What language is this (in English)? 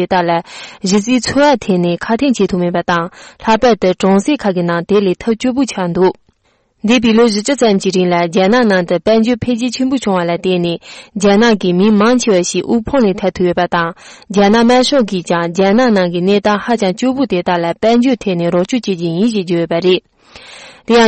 Tibetan